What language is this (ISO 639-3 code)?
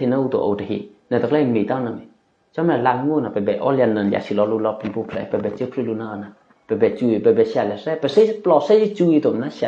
eky